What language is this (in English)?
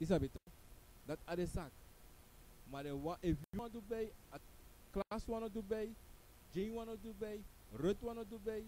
Sranan Tongo